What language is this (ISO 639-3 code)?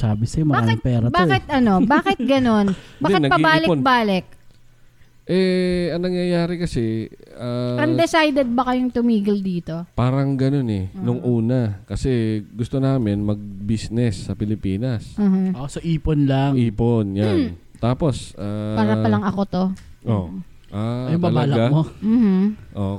fil